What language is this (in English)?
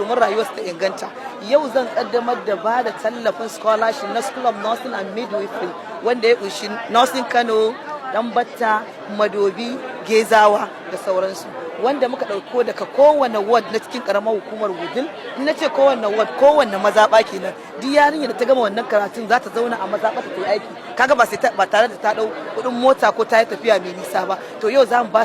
Hausa